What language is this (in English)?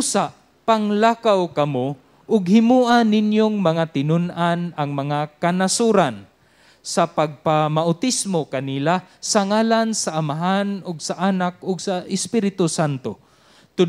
Cebuano